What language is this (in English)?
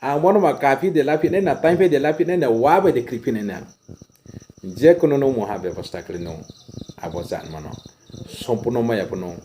Riang (India)